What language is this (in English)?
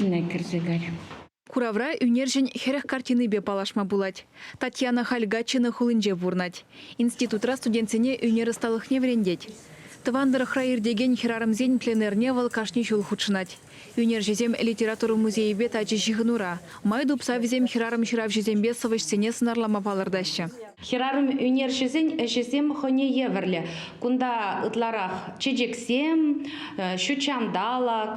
Chuvash